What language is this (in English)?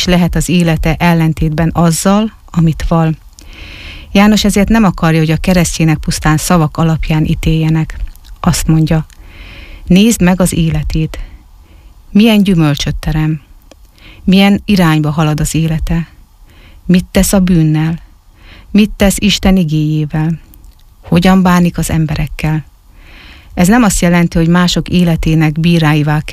Hungarian